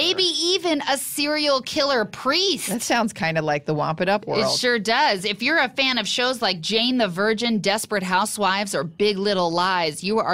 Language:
English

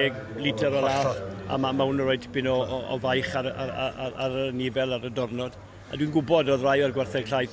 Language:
Welsh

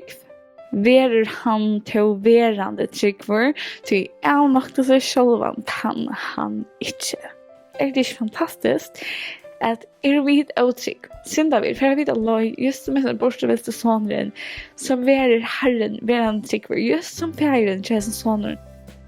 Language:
Faroese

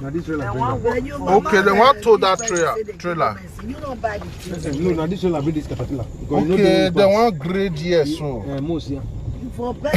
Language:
Nigerian Pidgin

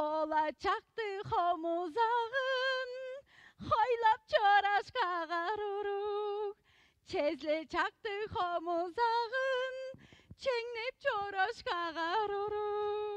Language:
Tuvinian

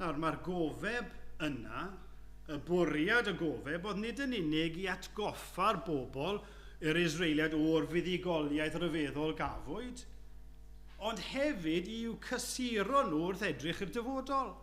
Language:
Welsh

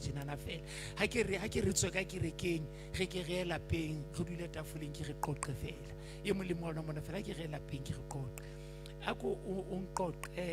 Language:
Southern Sotho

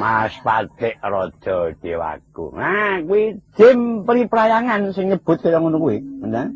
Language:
Javanese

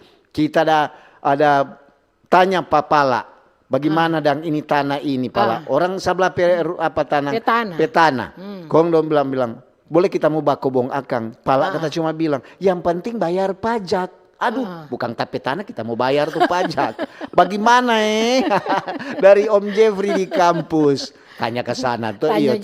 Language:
Manado Malay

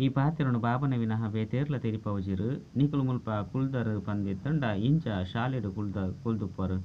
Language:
Tulu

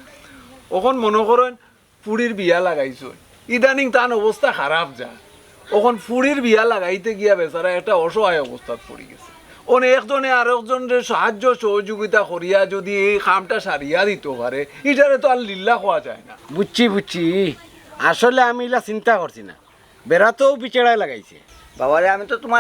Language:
Sylheti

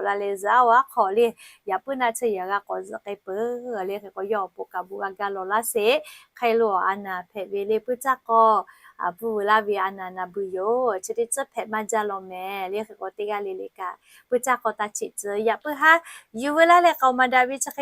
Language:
Lahu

